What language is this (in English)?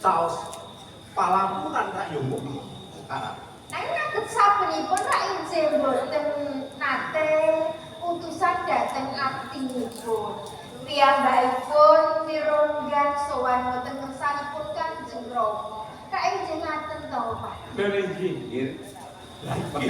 Javanese